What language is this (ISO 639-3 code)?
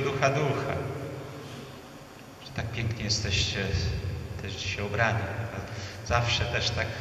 pol